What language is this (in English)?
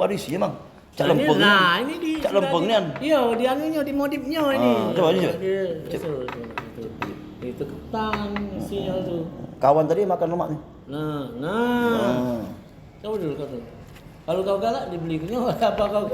Musi